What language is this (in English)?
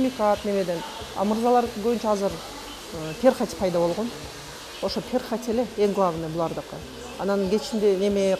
Kyrgyz